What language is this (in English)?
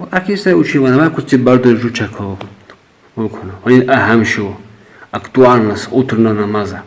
Lak